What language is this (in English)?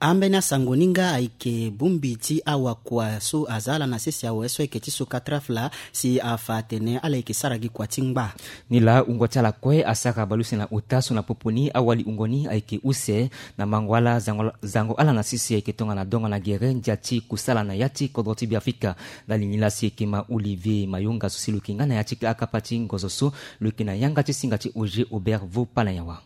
Sango